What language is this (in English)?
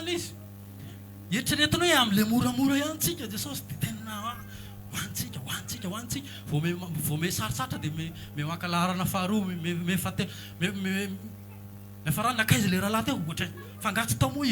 Malagasy